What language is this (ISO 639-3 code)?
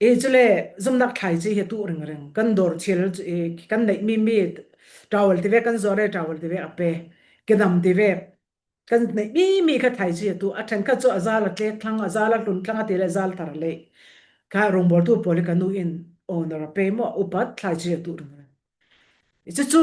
cfm